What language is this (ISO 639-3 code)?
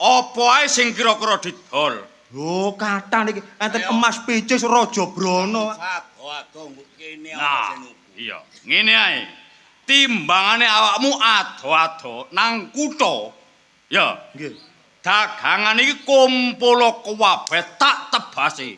jav